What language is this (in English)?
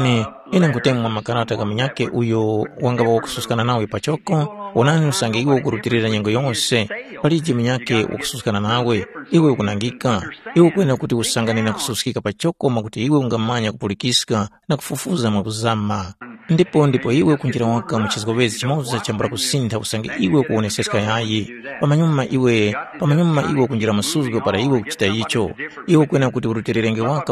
Tumbuka